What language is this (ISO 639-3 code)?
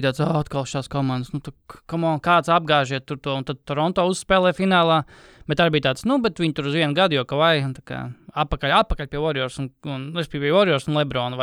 lav